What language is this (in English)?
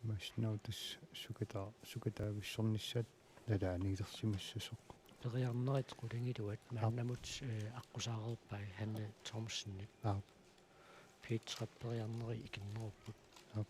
Kalaallisut